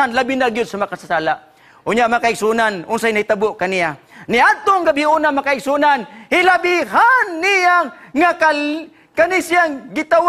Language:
Cebuano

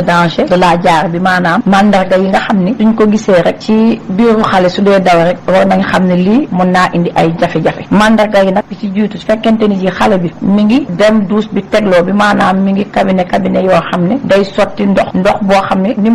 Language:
Wolof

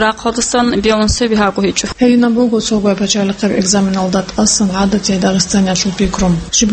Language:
Avaric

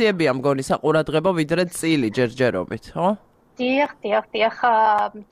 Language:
Georgian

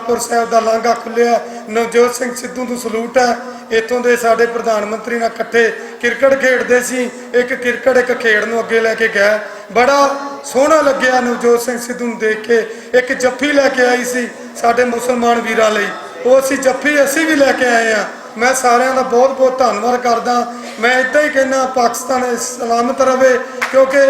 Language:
Western Panjabi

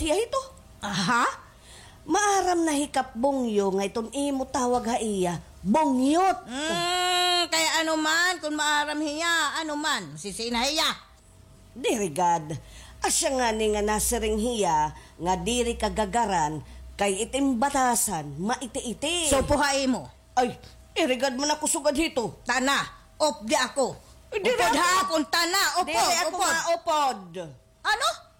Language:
Waray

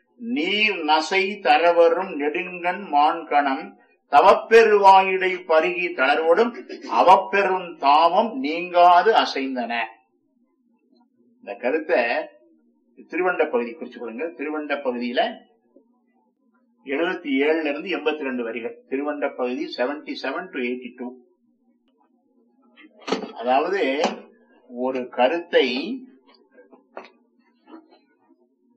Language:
Tamil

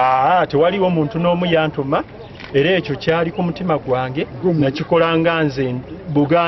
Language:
Ganda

